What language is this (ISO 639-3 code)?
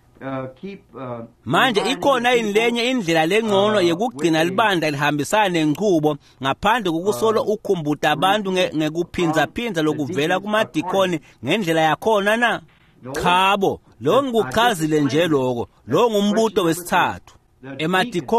ssw